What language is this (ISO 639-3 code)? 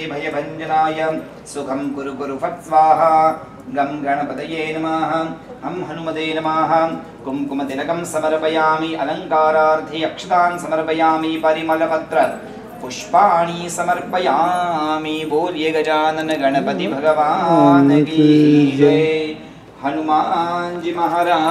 san